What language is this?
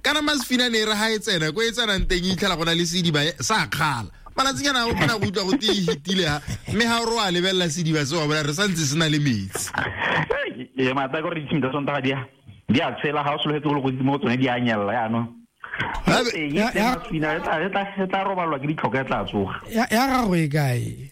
Tswana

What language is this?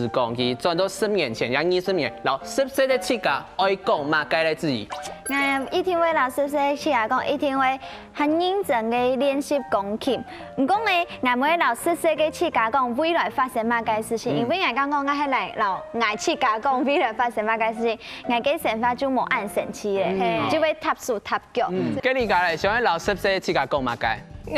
Hakka Chinese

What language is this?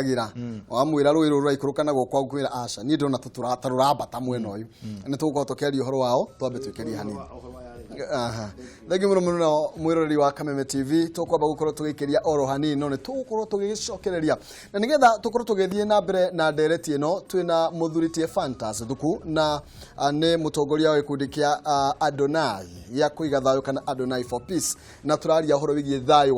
Kikuyu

